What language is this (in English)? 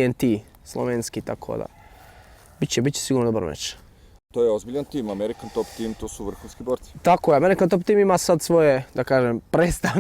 Bosnian